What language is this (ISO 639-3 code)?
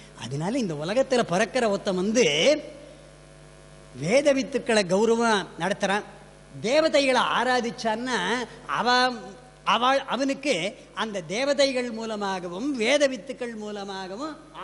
tam